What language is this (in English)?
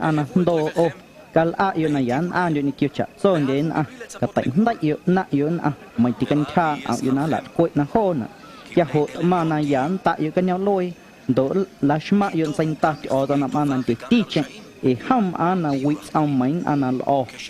Guerrero Amuzgo